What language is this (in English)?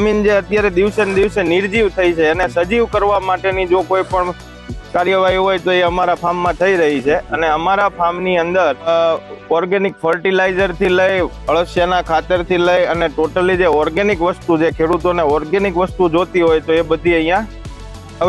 Gujarati